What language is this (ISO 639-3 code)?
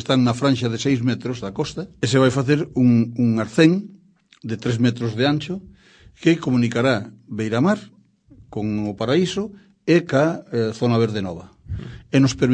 glg